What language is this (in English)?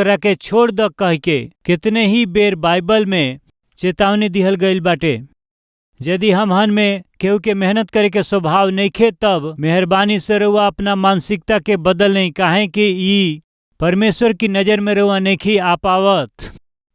Bhojpuri